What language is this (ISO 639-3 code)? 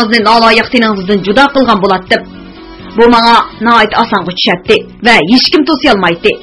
uig